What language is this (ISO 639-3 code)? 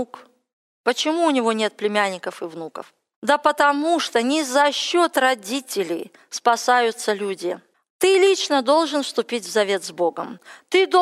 rus